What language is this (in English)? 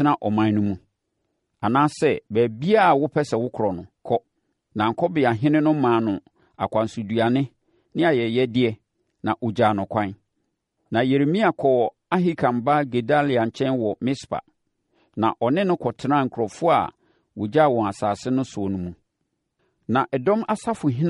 Akan